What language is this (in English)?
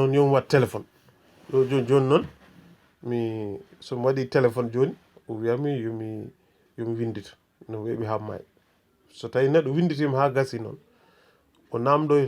Fula